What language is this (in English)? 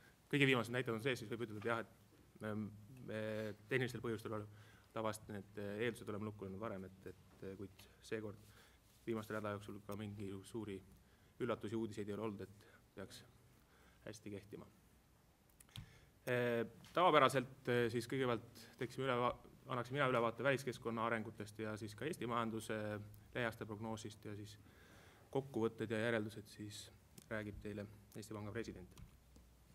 Estonian